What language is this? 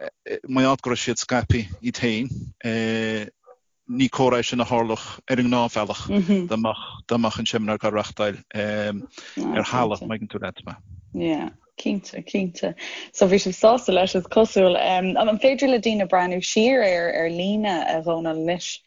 Irish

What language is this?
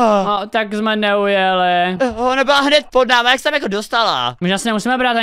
Czech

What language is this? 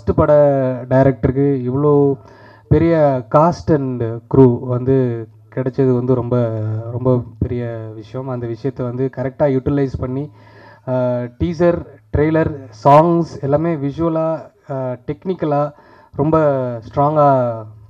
Tamil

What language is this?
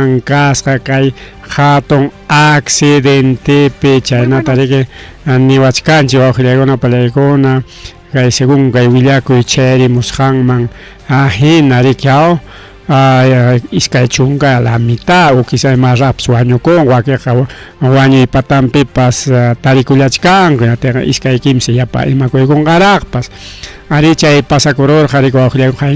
Ayacucho Quechua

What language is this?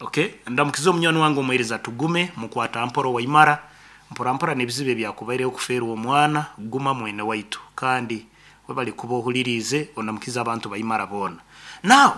Nyoro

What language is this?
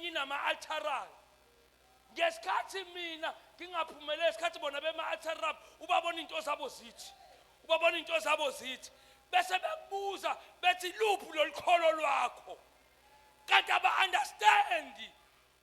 Zulu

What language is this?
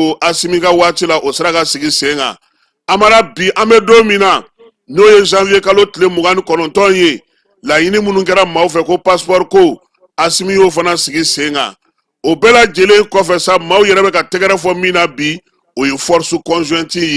Bambara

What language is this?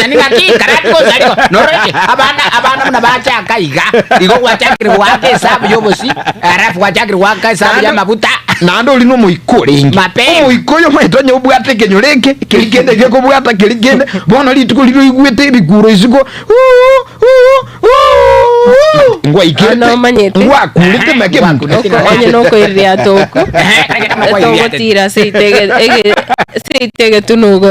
Gusii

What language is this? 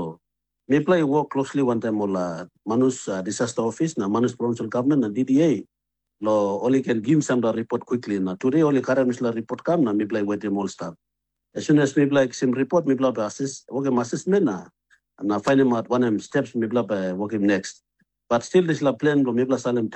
Tok Pisin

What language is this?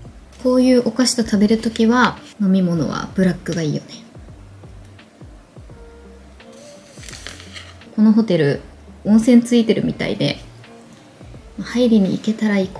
Japanese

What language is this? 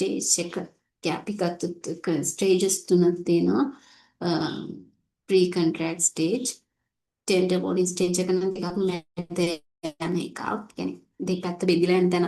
Sinhala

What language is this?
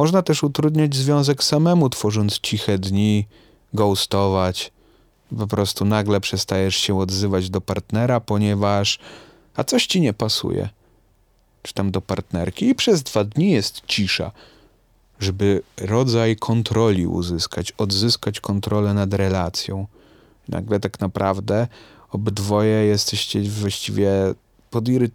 Polish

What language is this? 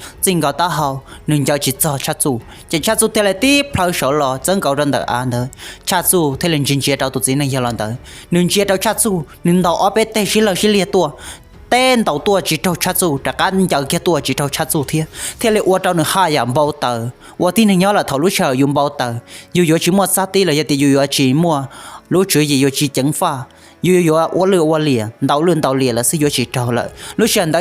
Hmong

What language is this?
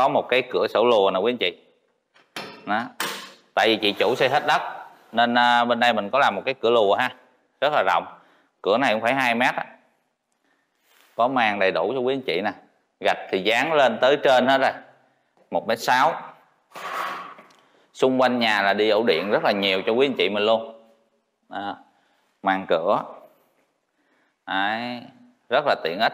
Vietnamese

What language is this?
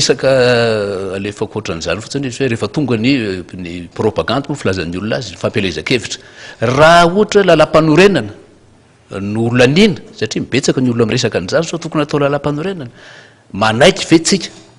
Malagasy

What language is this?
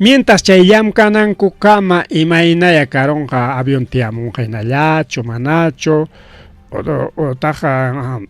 Ayacucho Quechua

